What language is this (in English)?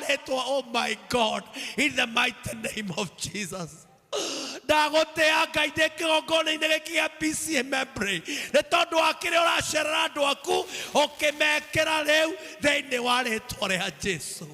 Kikuyu